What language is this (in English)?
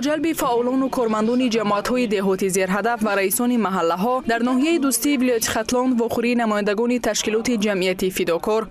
Tajik